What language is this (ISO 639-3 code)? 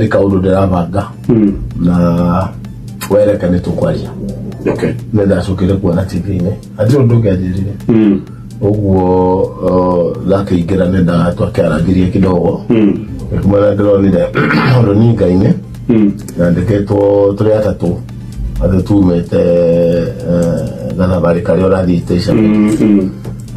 kik